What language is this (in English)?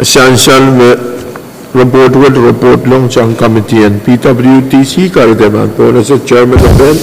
Pohnpeian